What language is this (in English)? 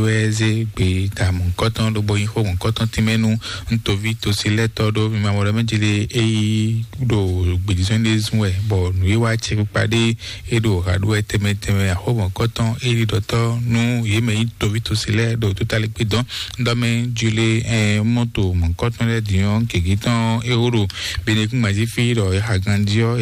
Fon